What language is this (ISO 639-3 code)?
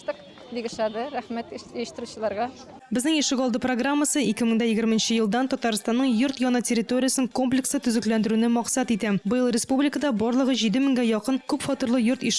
tat